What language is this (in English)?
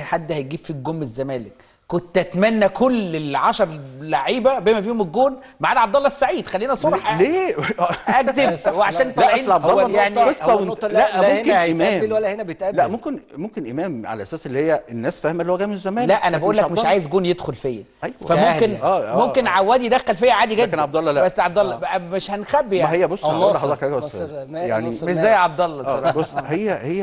Egyptian Arabic